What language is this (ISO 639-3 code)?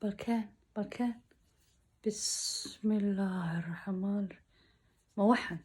som